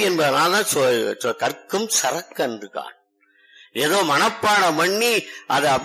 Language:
Tamil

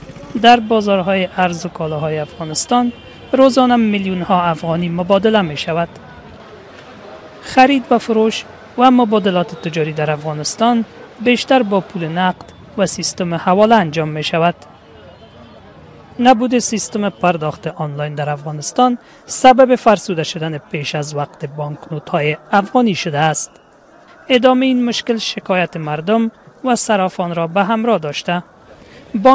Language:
Persian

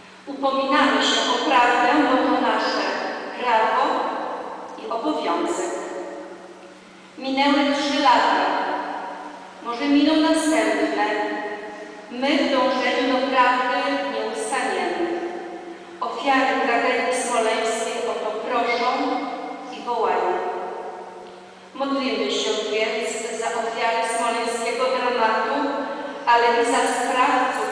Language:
Polish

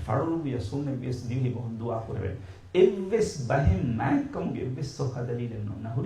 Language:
Divehi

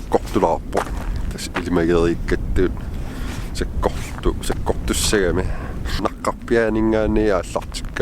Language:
Kalaallisut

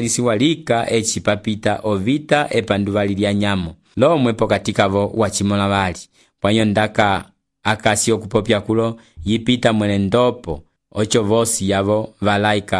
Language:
Umbundu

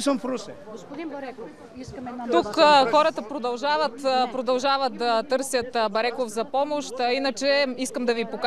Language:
Bulgarian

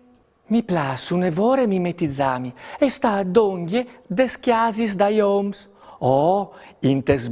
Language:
Friulian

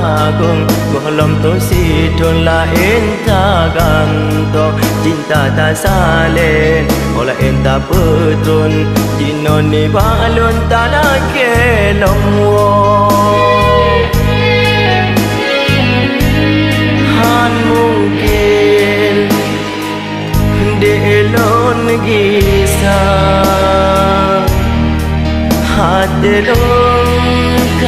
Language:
Achinese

